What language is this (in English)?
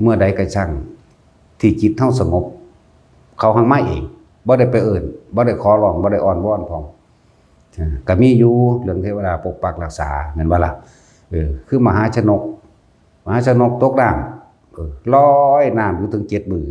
Northeastern Thai